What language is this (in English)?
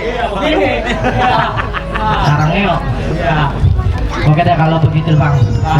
Betawi